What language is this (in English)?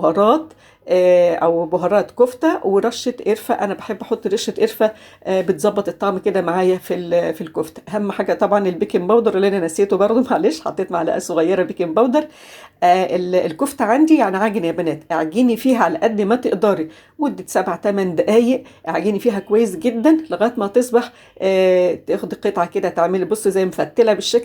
Egyptian Arabic